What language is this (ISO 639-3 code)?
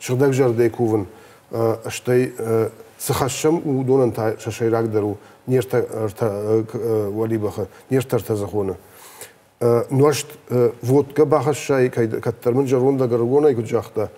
oss